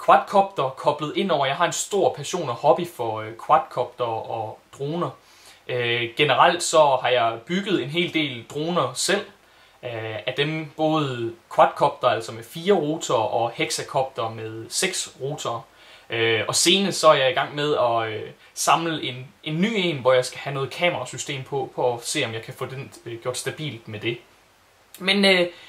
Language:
Danish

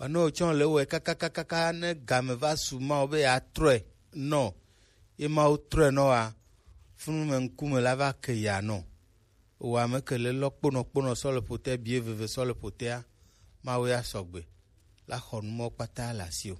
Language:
Gen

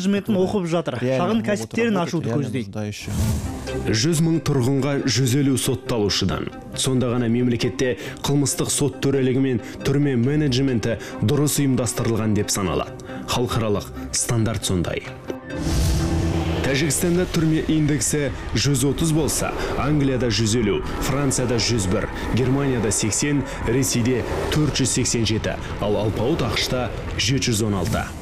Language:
Kazakh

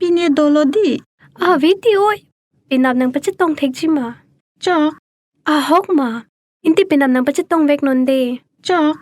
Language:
Karbi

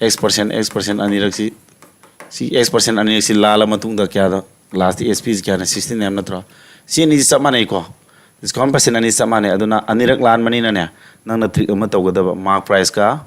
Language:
Manipuri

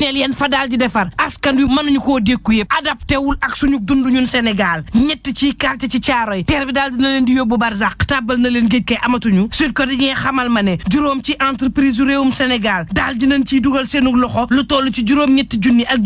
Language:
Wolof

